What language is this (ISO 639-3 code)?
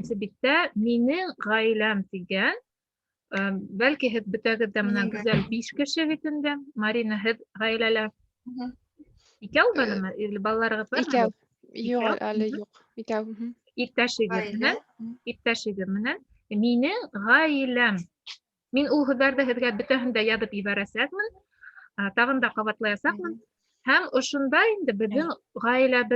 bak